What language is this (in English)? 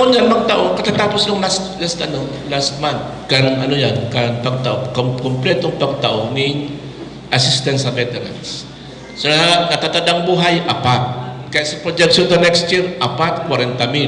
Bikol